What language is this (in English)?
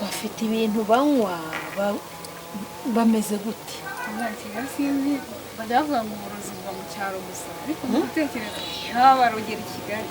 Kinyarwanda